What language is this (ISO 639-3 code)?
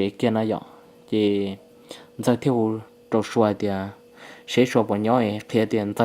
hmn